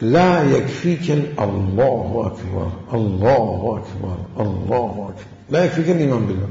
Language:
Mesopotamian Arabic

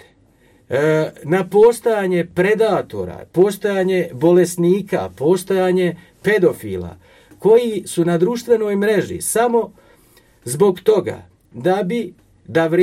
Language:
Croatian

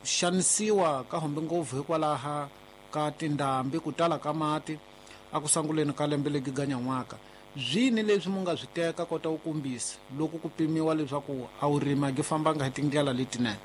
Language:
Tsonga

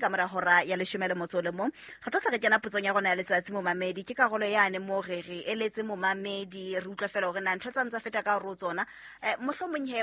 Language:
Southern Sotho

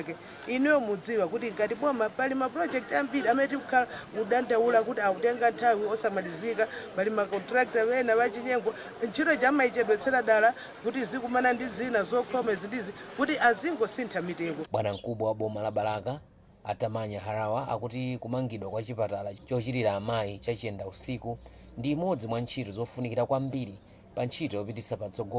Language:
Nyanja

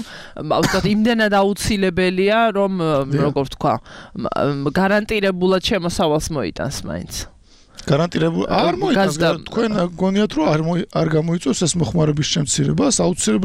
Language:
Georgian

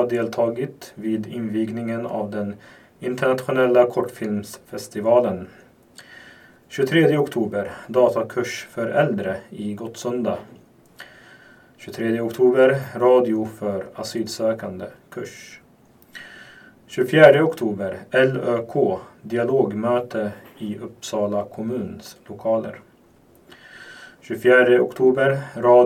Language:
Swedish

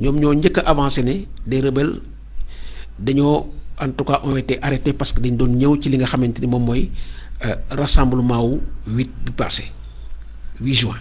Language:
Wolof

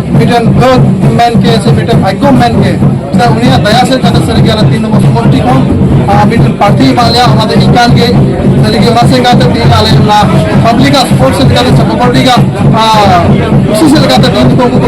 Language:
Santali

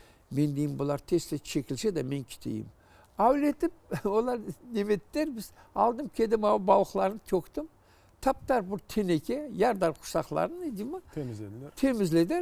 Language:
Crimean Tatar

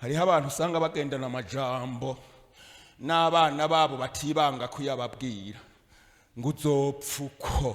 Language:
Rundi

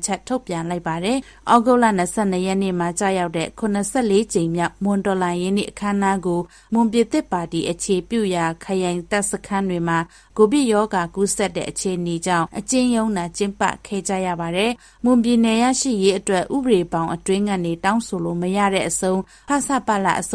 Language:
Burmese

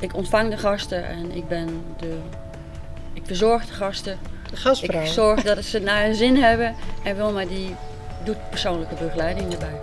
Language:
Western Frisian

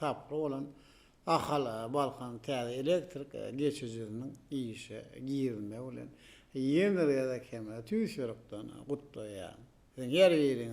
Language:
Turkmen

